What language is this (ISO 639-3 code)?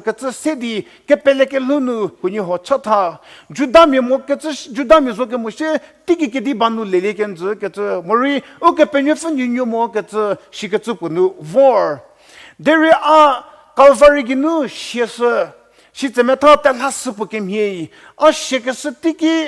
njm